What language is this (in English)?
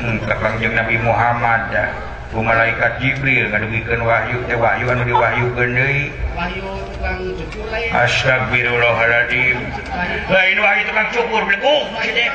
Sundanese